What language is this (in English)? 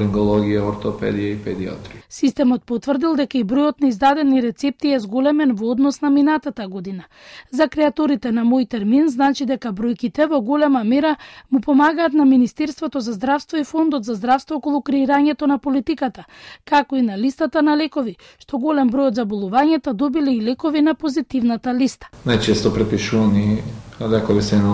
Macedonian